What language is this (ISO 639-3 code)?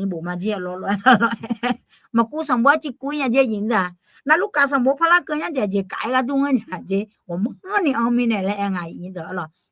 ahk